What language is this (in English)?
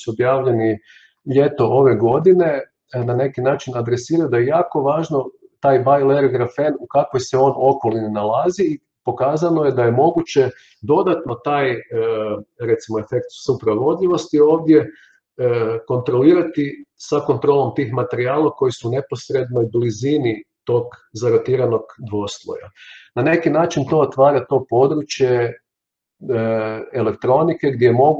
Croatian